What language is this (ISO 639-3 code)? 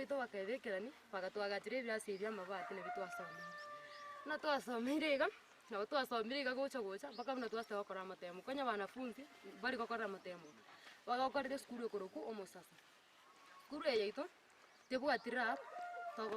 guz